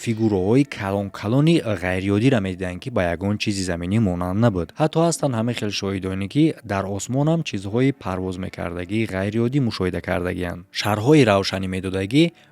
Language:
Tajik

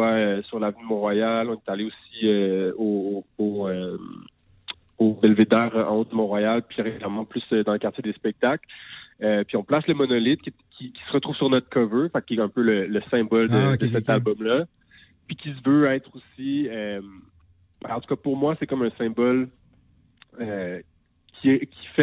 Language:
French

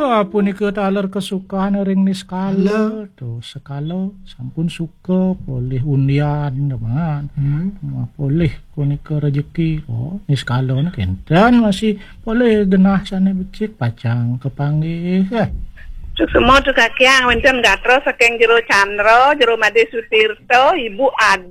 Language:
Balinese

